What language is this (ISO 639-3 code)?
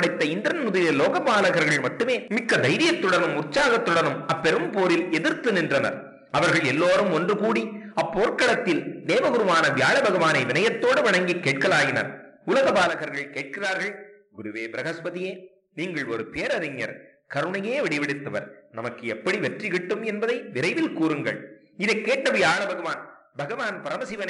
tam